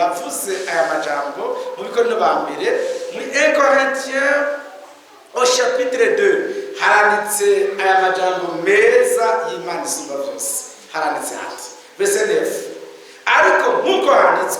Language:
Rundi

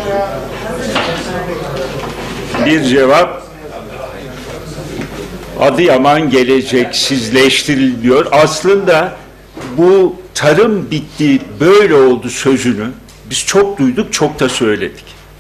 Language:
Turkish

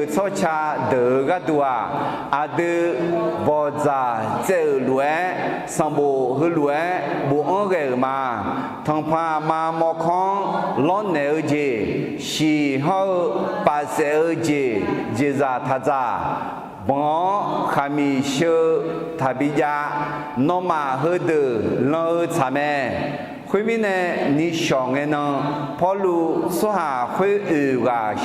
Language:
Akha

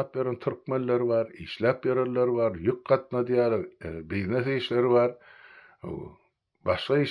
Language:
Turkmen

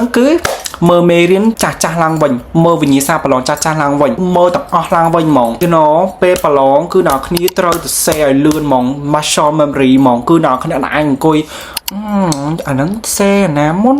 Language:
Khmer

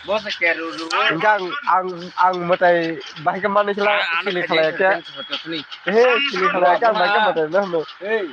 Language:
Kok Borok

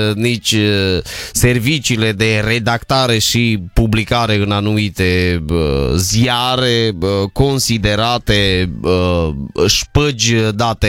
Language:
Romanian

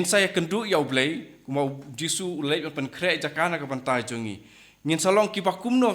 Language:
Khasi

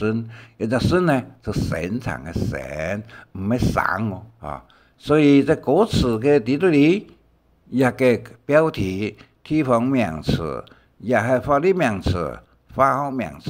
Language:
Hakka Chinese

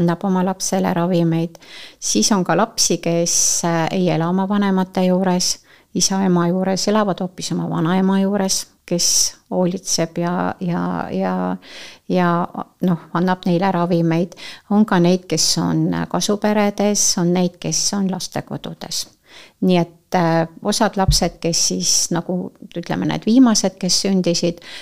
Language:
Estonian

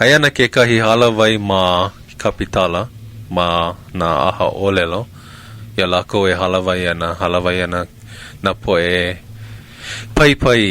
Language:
Hawaiian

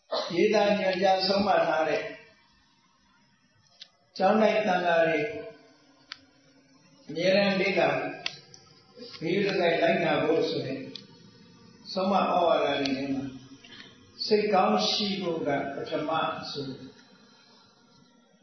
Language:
Burmese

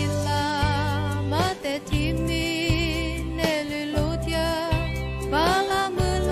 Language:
Lisu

